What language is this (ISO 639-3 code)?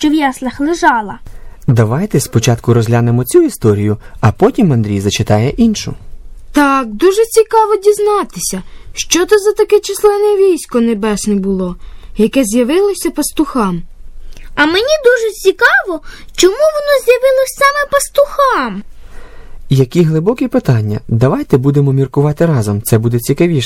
ukr